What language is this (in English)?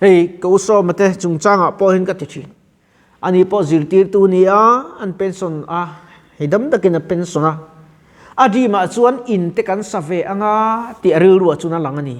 Mizo